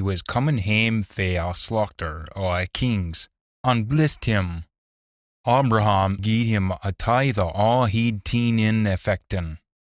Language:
Scots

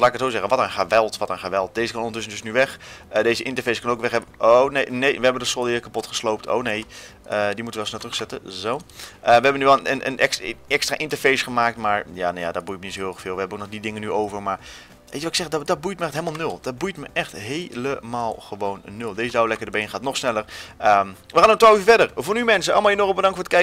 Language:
Dutch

